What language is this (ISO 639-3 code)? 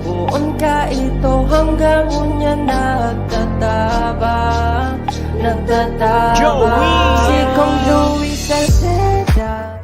bik